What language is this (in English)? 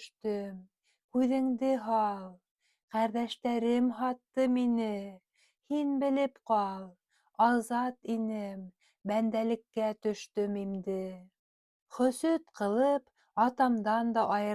Bashkir